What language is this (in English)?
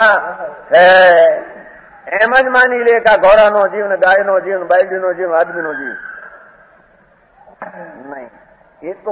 Gujarati